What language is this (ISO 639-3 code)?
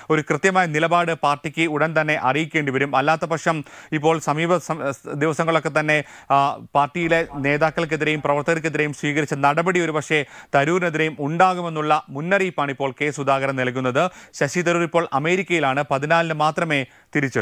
mal